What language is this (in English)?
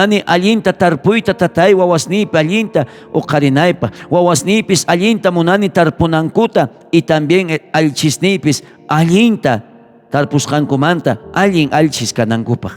South Bolivian Quechua